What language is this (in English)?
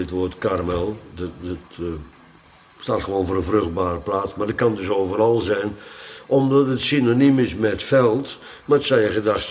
Dutch